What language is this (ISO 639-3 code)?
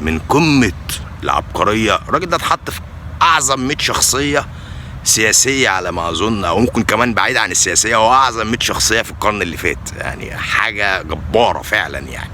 arz